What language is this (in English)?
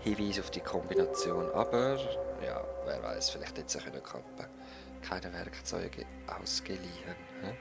Swiss German